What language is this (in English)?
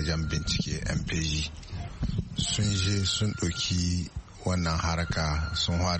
Hausa